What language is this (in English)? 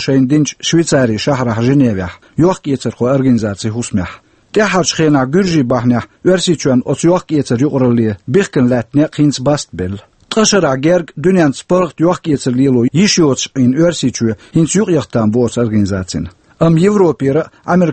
Chechen